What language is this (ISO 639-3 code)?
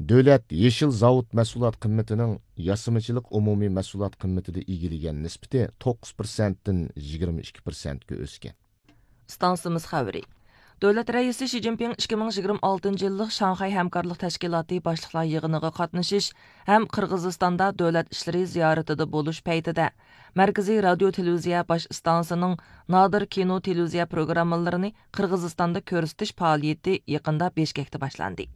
uig